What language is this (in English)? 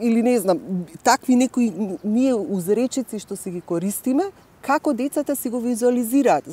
Macedonian